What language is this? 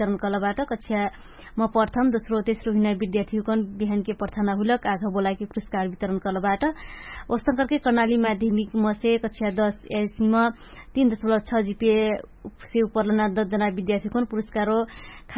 Dangaura Tharu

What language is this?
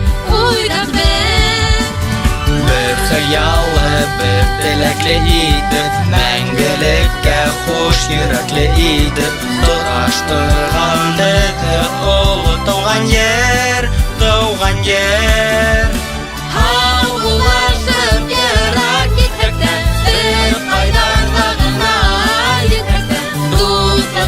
Bashkir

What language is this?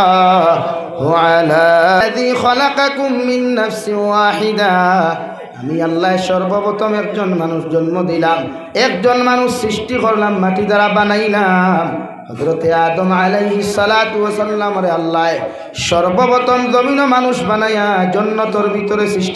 Sylheti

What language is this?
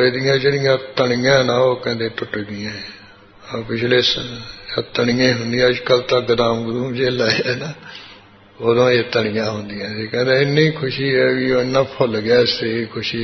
Punjabi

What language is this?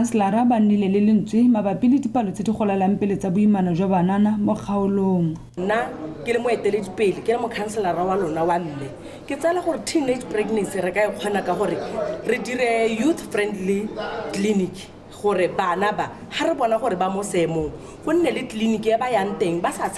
Tswana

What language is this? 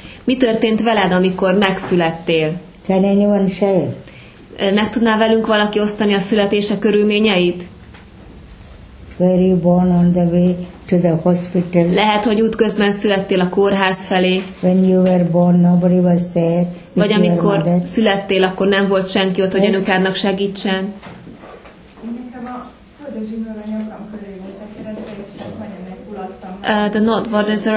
Hungarian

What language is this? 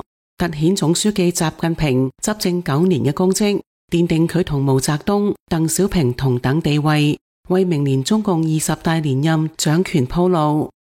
Cantonese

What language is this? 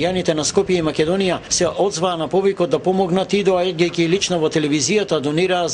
Macedonian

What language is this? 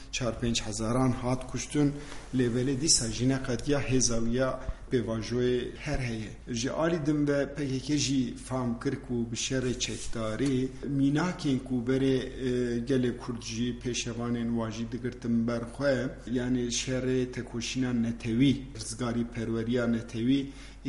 Kurdish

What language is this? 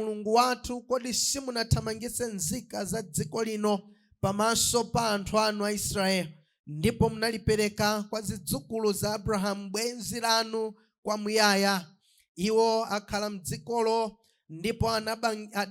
Nyanja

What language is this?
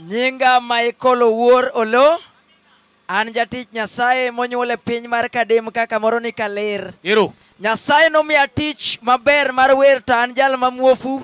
Luo (Kenya and Tanzania)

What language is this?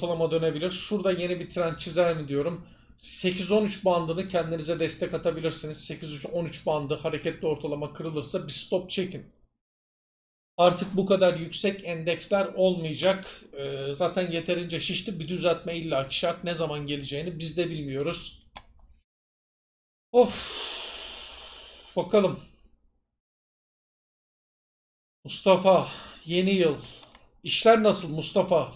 Turkish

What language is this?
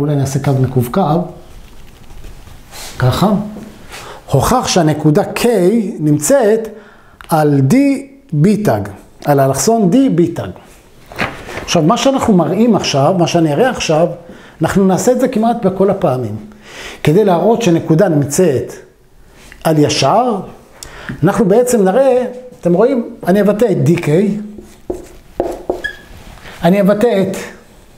Hebrew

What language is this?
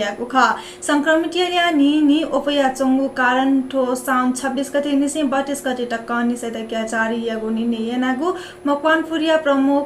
Newari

